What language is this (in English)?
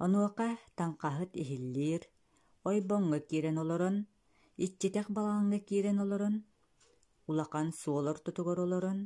Yakut